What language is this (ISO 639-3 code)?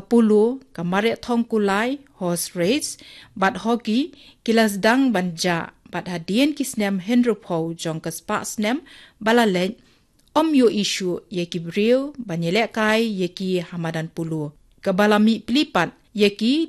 kha